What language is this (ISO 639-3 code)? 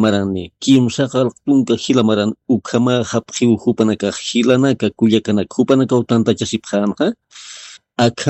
aym